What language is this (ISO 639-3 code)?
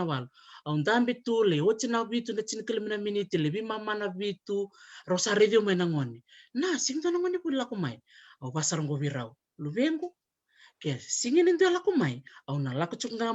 fij